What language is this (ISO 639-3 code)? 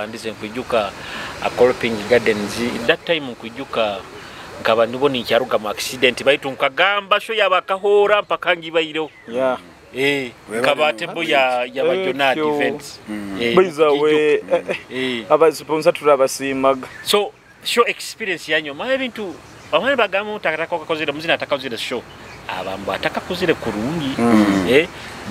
nyo